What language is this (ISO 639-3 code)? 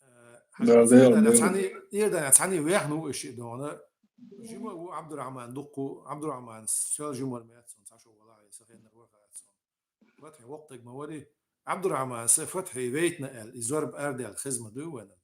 che